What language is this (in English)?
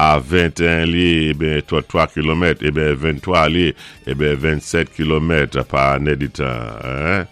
Saint Lucian Creole French